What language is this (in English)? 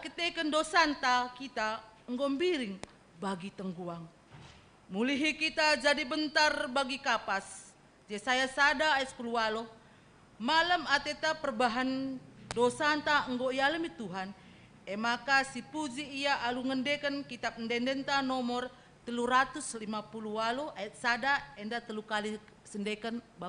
Batak Karo